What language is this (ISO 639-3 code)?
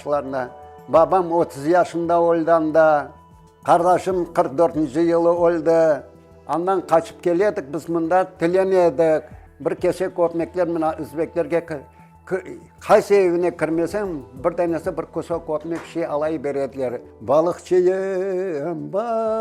crh